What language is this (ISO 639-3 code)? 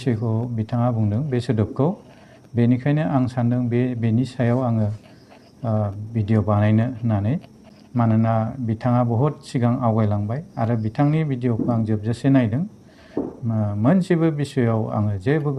brx